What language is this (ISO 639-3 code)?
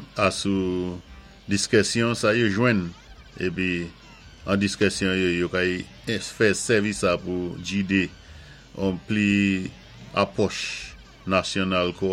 acf